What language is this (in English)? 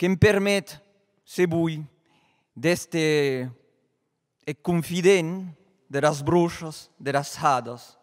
Occitan